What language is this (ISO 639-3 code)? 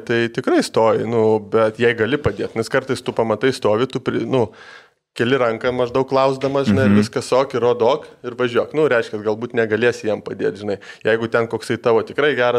lit